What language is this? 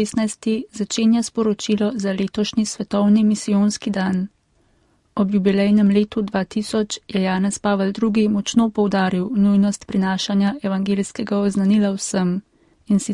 Slovenian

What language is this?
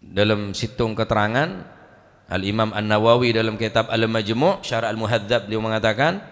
Madurese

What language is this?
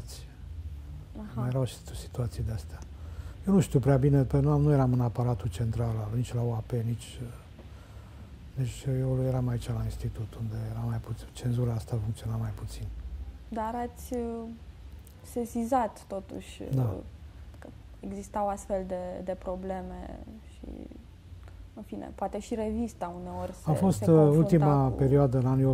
Romanian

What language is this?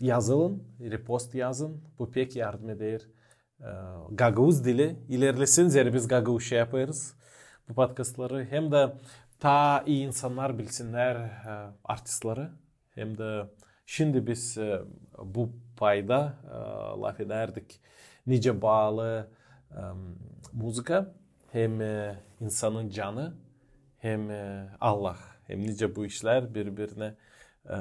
Gagauz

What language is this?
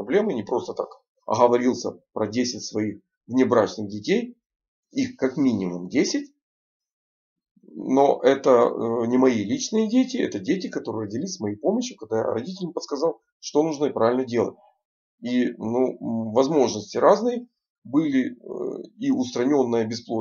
Russian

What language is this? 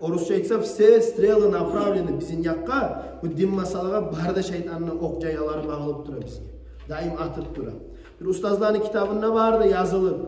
Kumyk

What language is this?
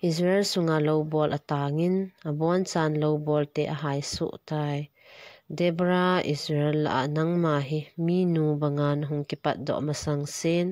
Thado Chin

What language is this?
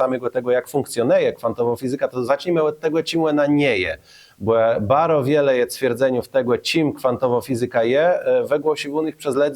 Kashubian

